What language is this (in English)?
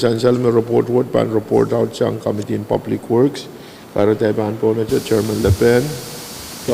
Pohnpeian